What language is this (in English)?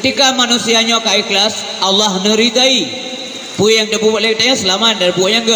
Achinese